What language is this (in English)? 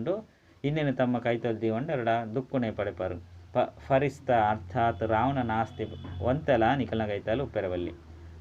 Tulu